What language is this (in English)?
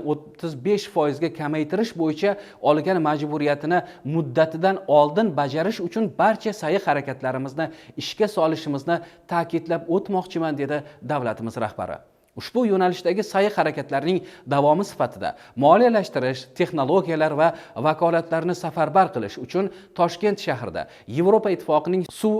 Uzbek